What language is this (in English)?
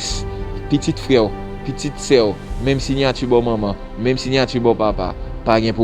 Haitian Creole